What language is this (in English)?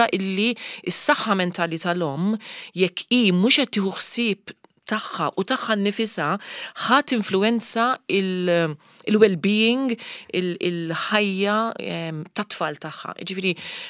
Maltese